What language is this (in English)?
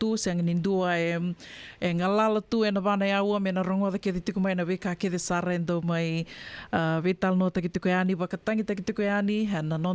Fijian